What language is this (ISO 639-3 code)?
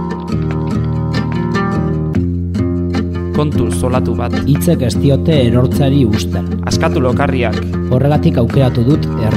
eus